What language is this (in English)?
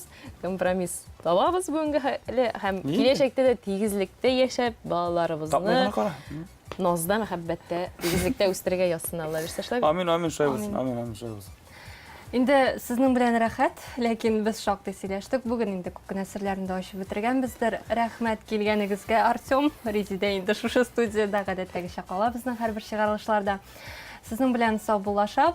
Tatar